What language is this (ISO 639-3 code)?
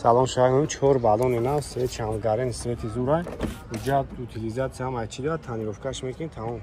tgk